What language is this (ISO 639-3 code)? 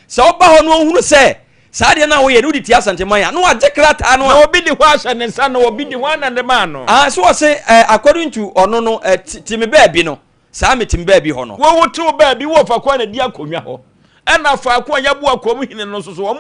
aka